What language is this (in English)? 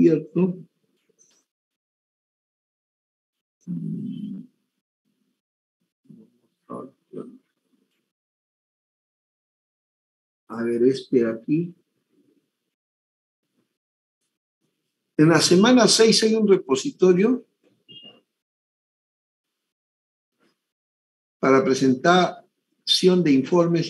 Spanish